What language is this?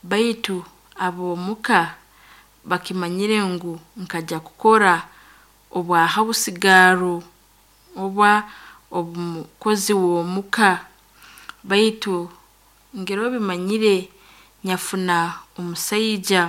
Nyoro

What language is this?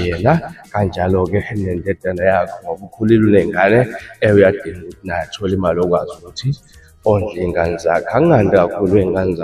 Zulu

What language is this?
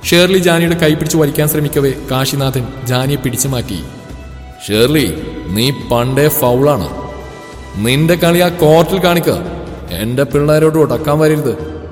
Malayalam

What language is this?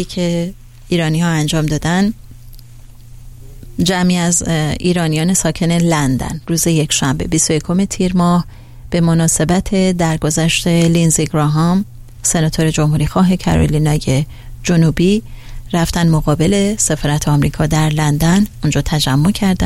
Persian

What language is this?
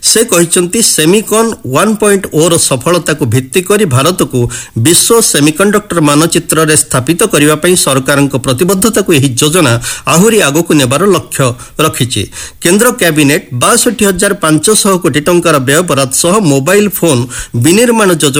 Odia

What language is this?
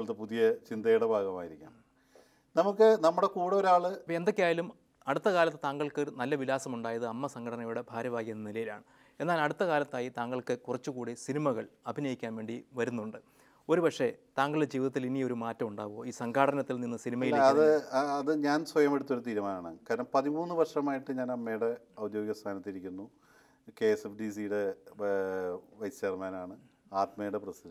Malayalam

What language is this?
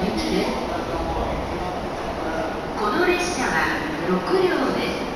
Japanese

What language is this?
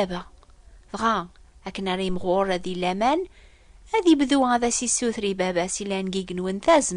Kabyle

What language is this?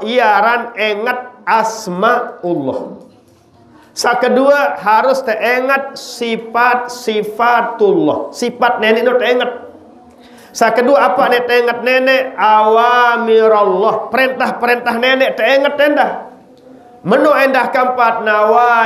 Sasak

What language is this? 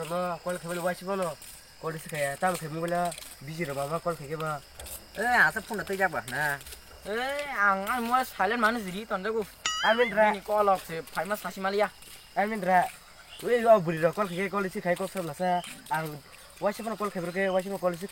Kok Borok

